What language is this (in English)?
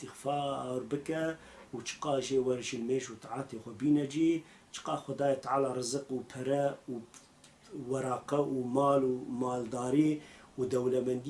Kurdish